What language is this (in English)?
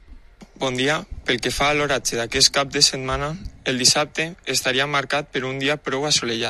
Catalan